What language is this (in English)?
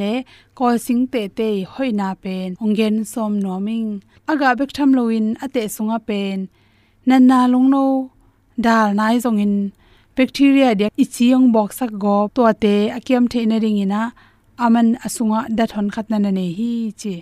Tedim Chin